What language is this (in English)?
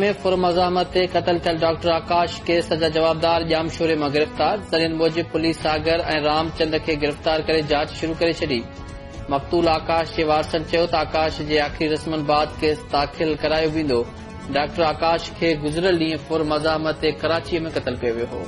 Sindhi